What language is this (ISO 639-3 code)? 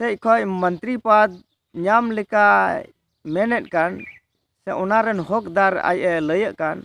sat